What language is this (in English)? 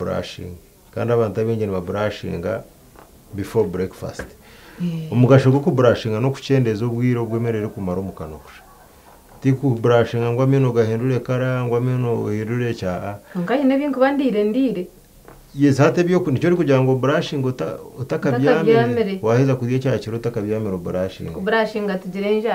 Nyankole